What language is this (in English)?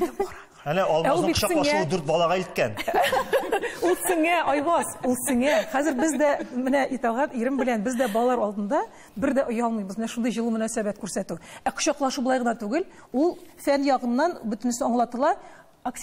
Tatar